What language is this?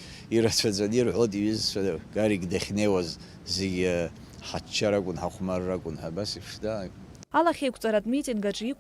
Abkhazian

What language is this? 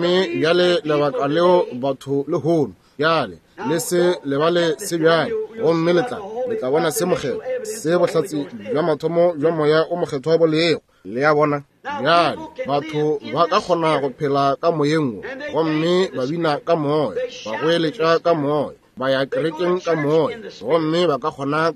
Northern Sotho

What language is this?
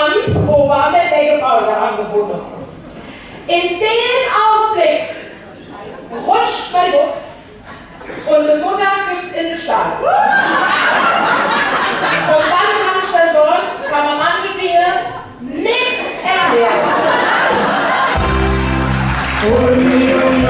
German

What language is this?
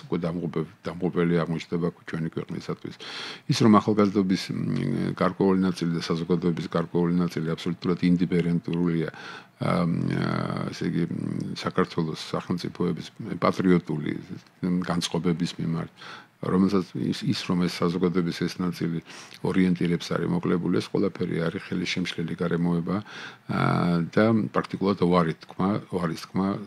Georgian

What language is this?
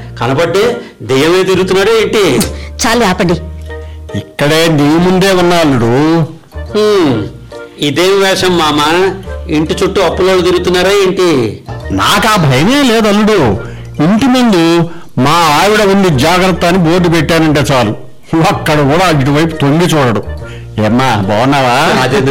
Telugu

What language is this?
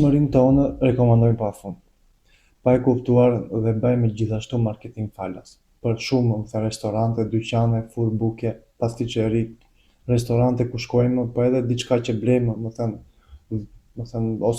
Albanian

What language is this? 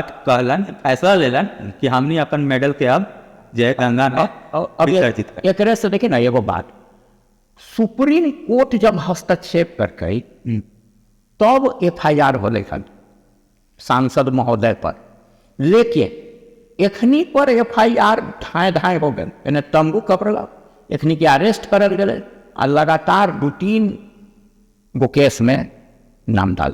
Magahi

